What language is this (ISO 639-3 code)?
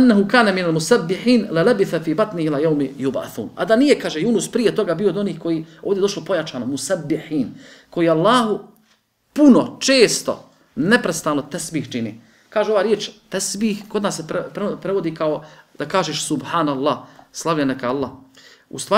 bos